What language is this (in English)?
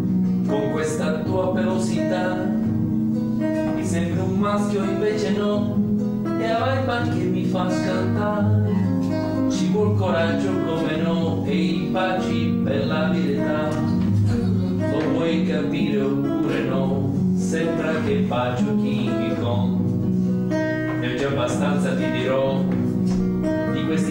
Italian